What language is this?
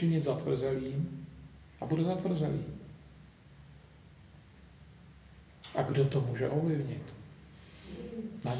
Czech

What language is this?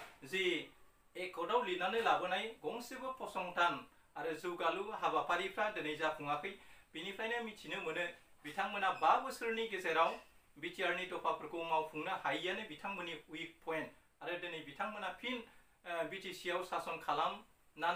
Bodo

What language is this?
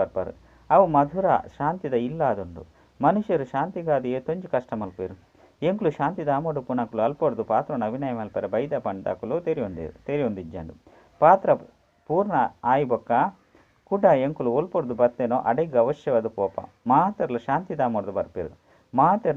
Tulu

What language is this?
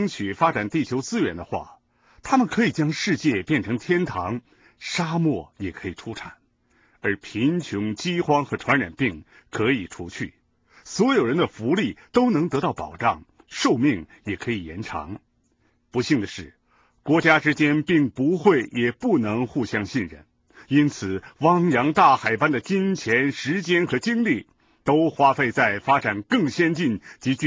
Chinese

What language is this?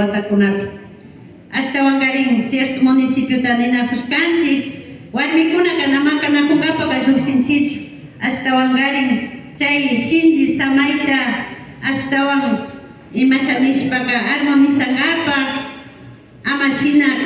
Imbabura Highland Quichua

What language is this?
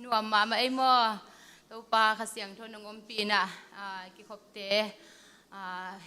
Tedim Chin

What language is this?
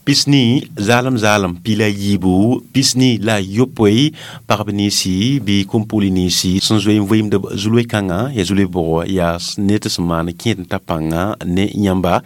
Mossi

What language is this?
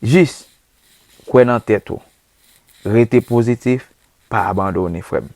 Haitian Creole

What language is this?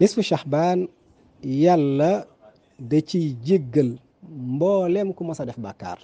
Wolof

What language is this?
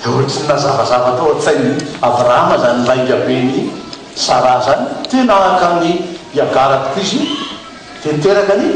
Malagasy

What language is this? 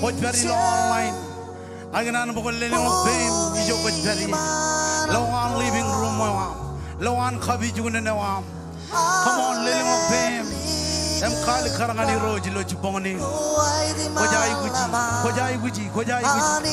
Marshallese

